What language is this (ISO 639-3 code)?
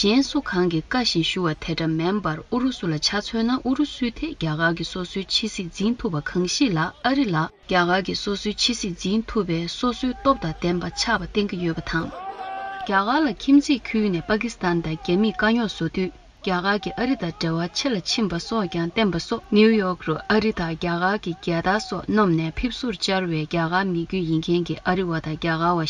bod